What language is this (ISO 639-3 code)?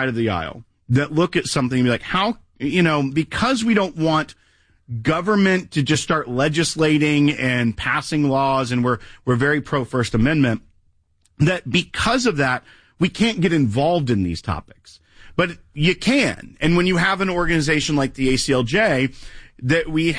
eng